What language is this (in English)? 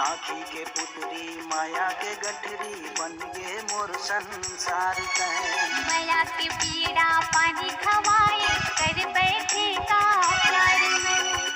Chhattisgarhi